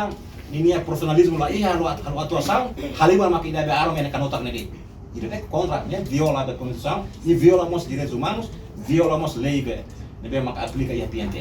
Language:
Tetum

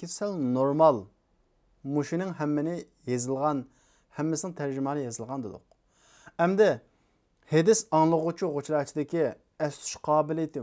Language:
Uyghur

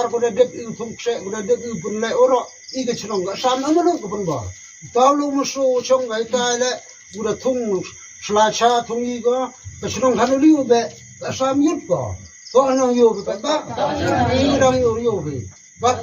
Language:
Khasi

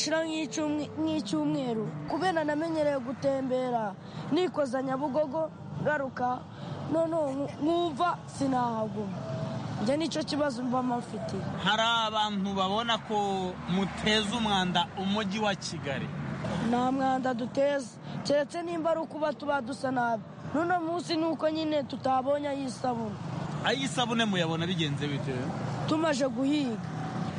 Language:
Kinyarwanda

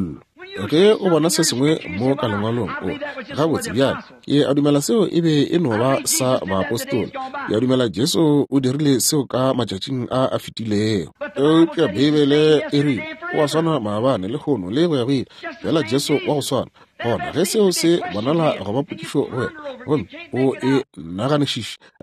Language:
Northern Sotho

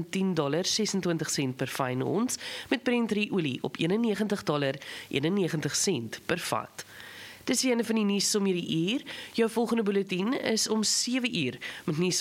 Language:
Afrikaans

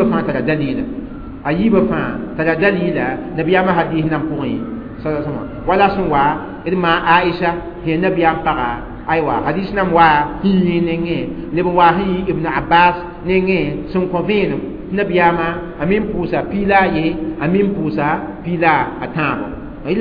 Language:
Mossi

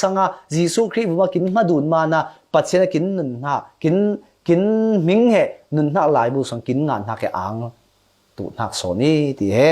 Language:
Falam Chin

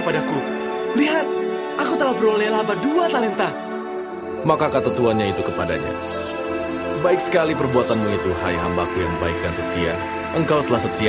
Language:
Indonesian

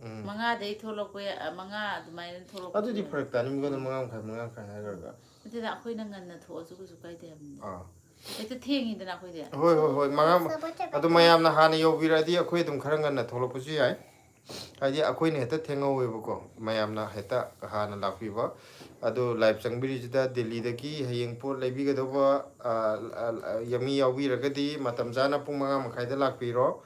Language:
Manipuri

